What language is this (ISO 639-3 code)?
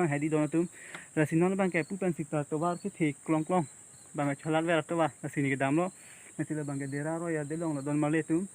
mjw